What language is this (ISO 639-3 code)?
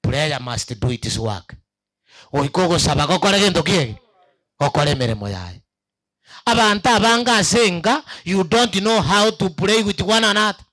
guz